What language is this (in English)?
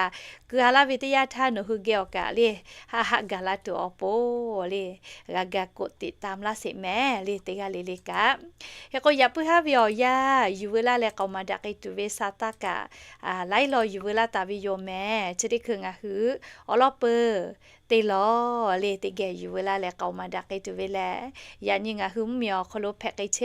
Lahu